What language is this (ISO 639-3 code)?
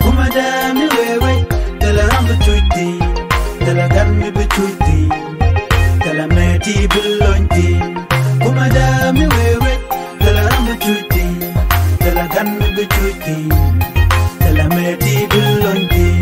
nus